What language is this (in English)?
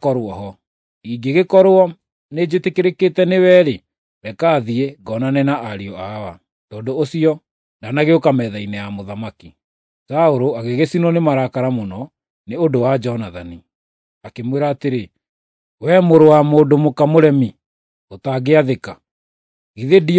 Kikuyu